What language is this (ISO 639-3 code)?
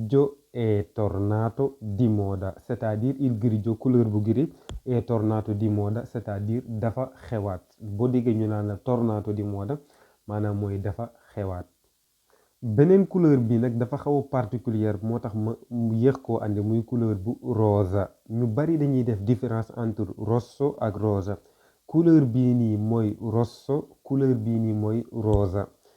wol